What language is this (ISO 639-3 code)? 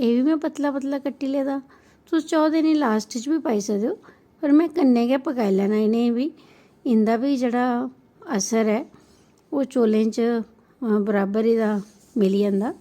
doi